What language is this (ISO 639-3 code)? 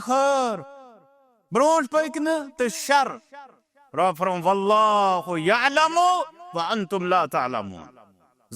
kas